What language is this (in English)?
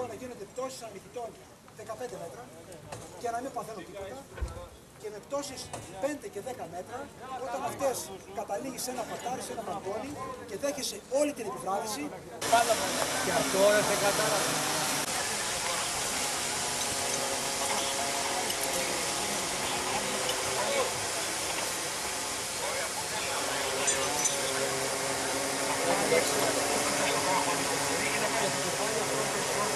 Greek